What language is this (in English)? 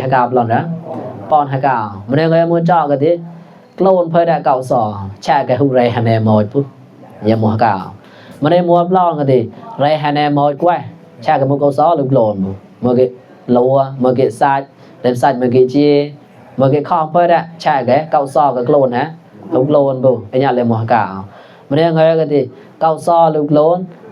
Mon